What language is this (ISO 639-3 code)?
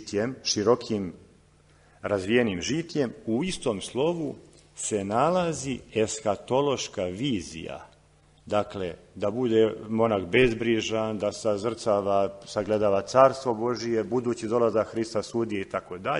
srp